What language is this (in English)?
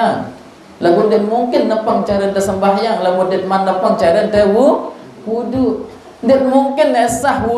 Sasak